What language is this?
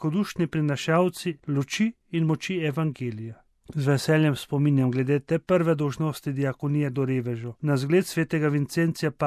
Slovenian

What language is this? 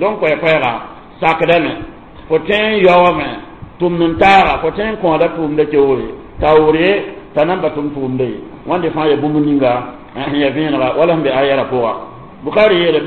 Mossi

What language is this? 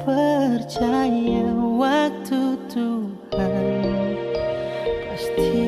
Toraja-Sa'dan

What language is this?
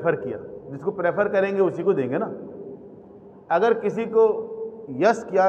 Hindi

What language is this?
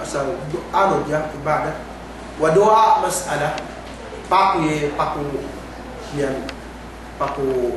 Yakan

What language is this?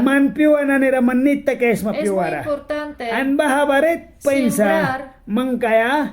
Mískito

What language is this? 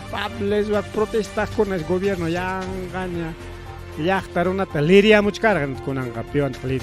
Ayacucho Quechua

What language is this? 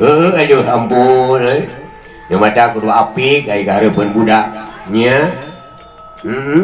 Sundanese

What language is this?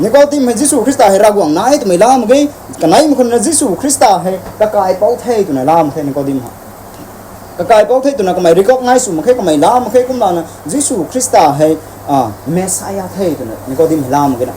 Rongmei Naga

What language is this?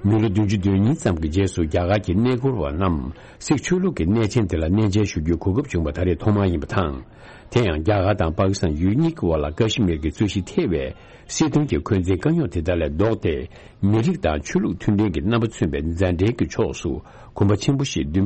Tibetan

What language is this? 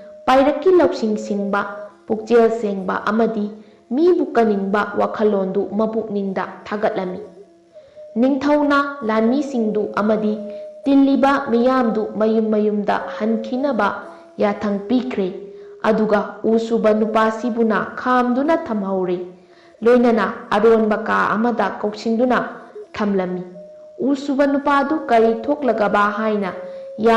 Manipuri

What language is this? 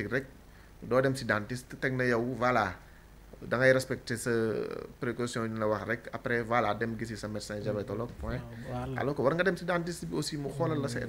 Wolof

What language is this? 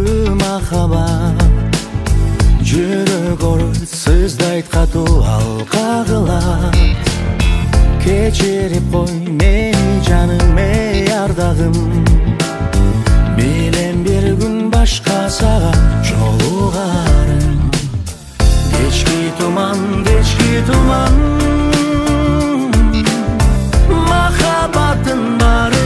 Kazakh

